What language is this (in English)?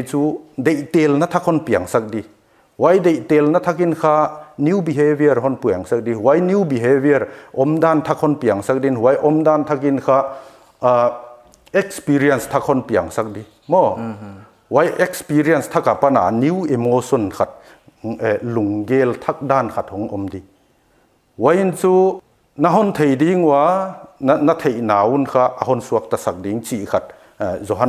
Paite Chin